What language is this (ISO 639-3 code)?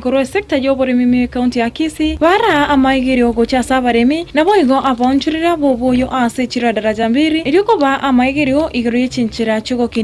guz